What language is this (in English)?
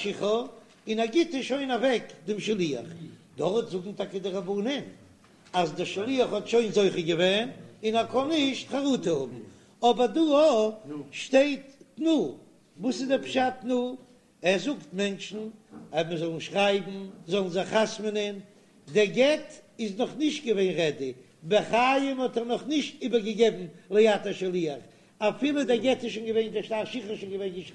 Yiddish